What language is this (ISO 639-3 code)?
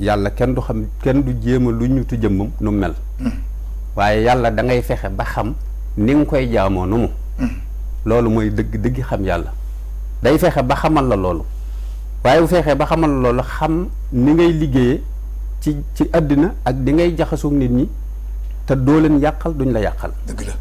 wol